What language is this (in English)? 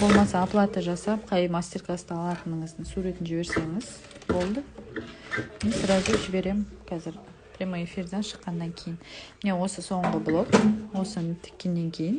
Kazakh